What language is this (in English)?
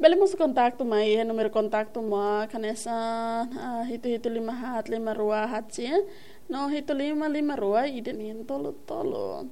Tetum